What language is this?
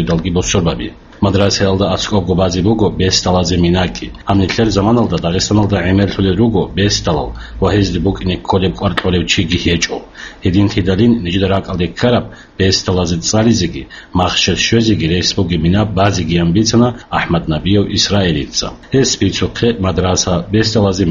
Avaric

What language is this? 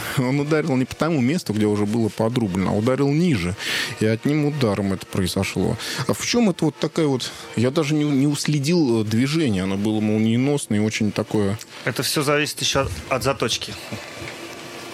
Russian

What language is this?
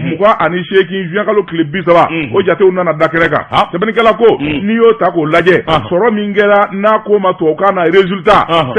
Bambara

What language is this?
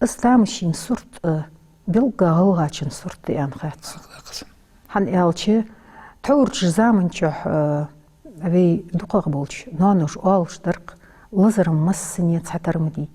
Ingush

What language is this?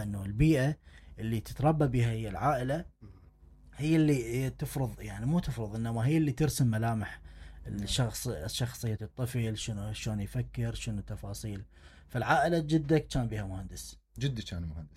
Mesopotamian Arabic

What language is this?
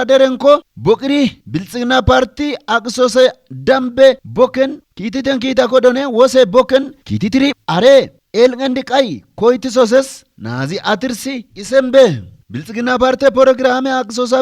Kafa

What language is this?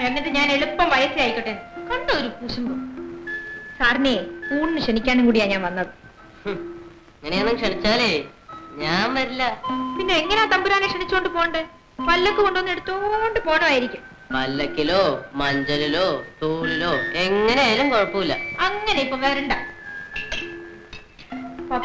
Malayalam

